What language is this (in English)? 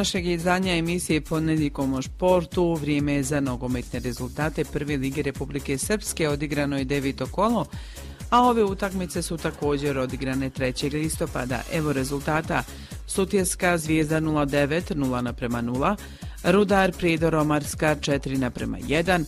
Croatian